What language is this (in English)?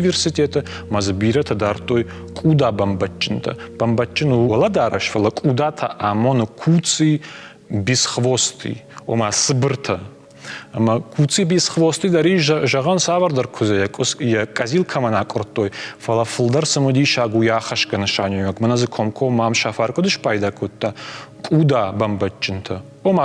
Ossetic